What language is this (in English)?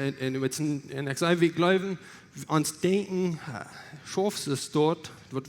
Plautdietsch